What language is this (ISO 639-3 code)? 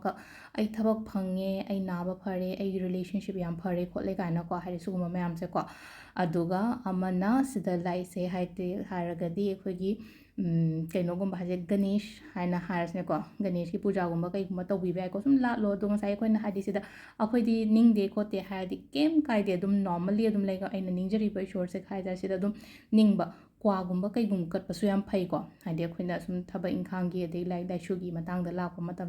mni